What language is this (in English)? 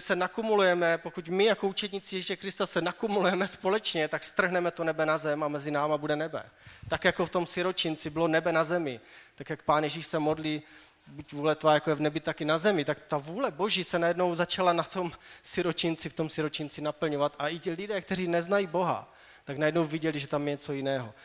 Czech